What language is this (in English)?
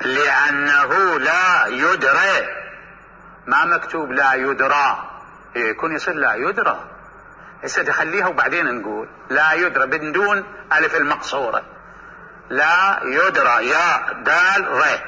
Mesopotamian Arabic